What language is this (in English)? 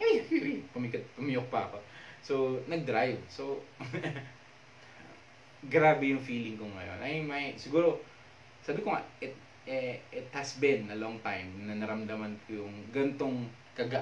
Filipino